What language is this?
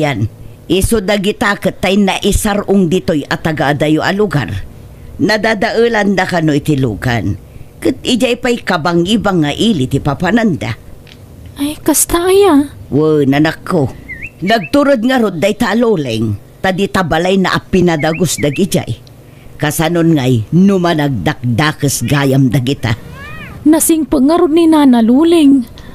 Iloko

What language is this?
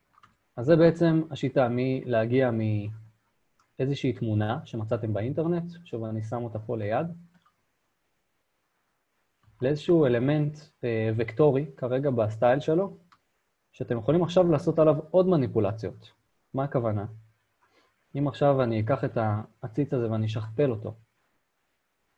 Hebrew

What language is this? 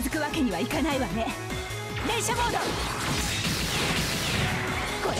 Japanese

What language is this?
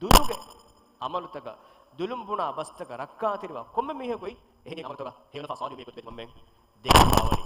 Divehi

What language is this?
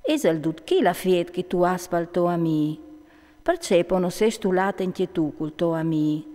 Friulian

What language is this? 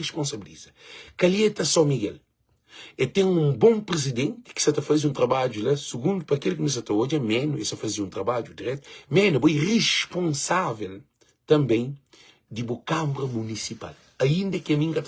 Kabuverdianu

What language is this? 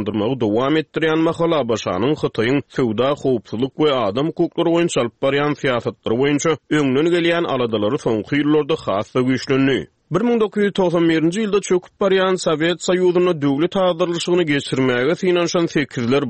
Turkmen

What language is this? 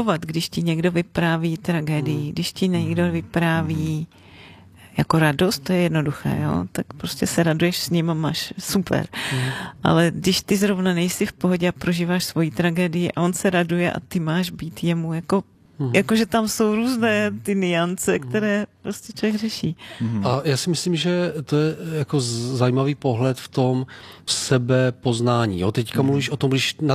Czech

